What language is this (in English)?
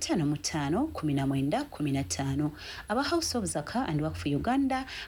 Ganda